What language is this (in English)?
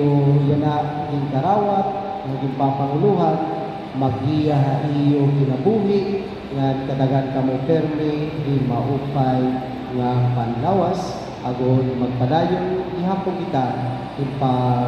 Waray